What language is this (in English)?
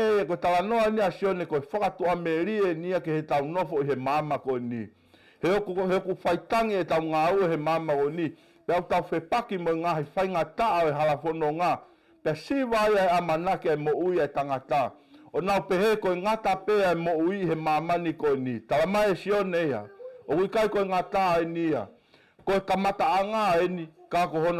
Tongan